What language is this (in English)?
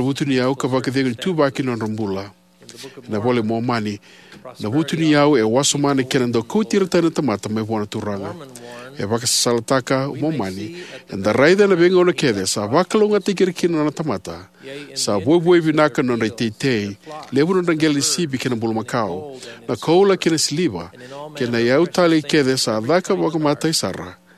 Fijian